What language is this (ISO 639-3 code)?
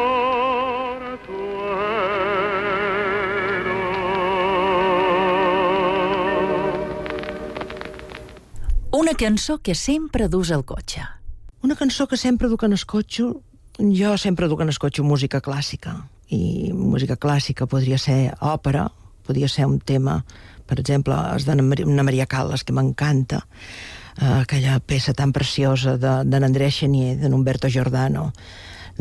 cat